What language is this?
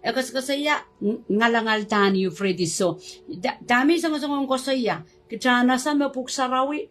Pohnpeian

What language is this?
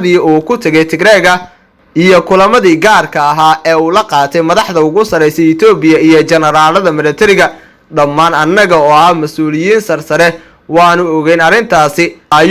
Somali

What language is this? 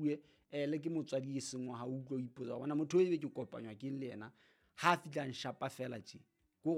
Southern Sotho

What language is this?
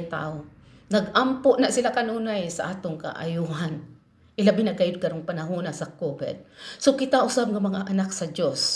Cebuano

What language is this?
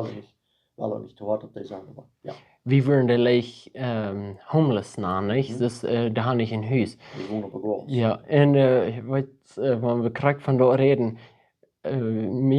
Plautdietsch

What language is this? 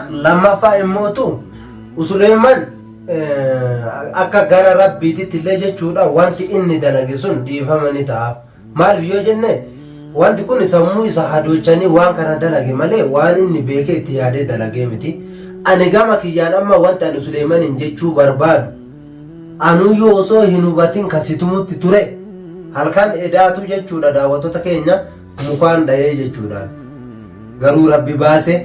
Oromo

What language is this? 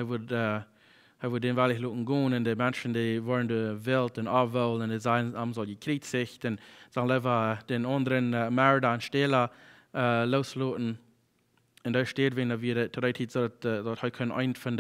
Plautdietsch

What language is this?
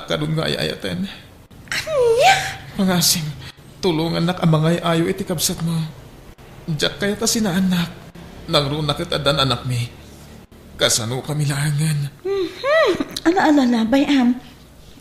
Iloko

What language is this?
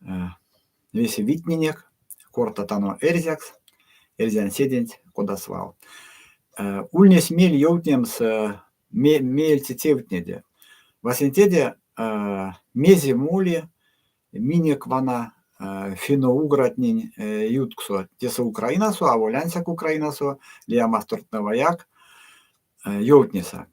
Erzya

